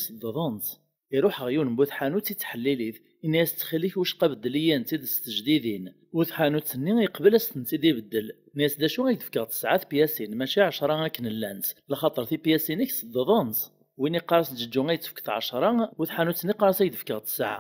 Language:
Kabyle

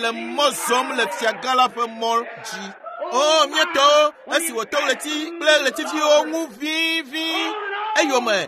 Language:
Ewe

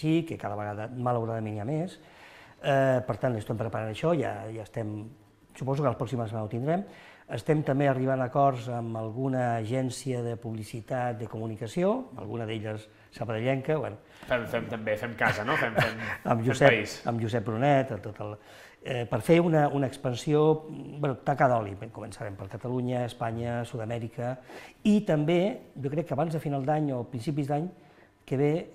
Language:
Catalan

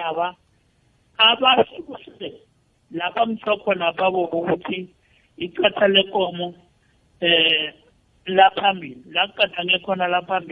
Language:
South Ndebele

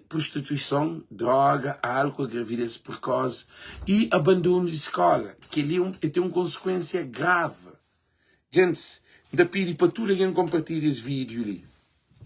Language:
Kabuverdianu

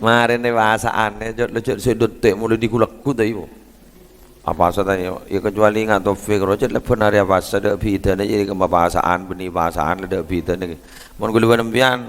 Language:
Madurese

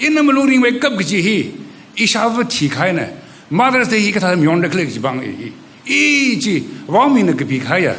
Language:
Tangkhul Naga (India)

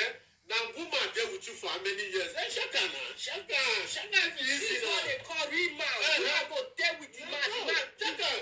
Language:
Nigerian Pidgin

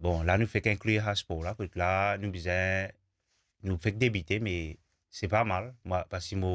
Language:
Morisyen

